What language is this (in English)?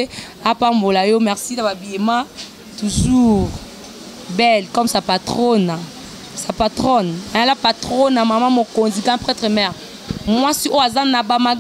Lingala